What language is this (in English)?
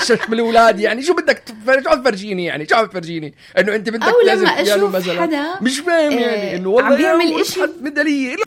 North Levantine Arabic